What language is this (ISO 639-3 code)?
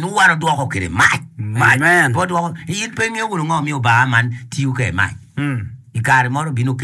ach